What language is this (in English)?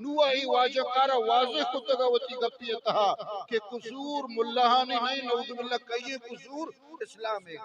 Eastern Balochi